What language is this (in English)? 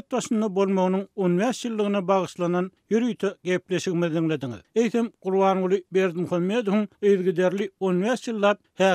Turkmen